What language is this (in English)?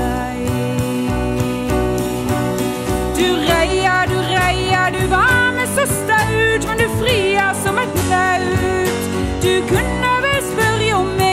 Norwegian